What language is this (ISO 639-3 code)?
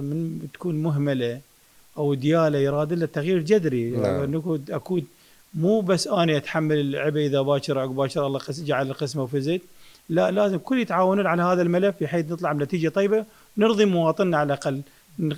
acm